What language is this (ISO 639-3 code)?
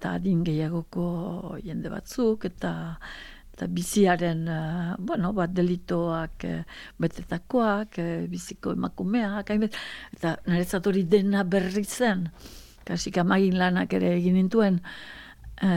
eus